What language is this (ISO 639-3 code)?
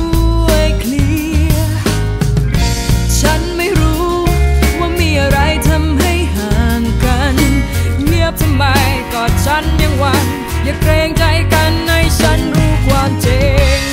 tha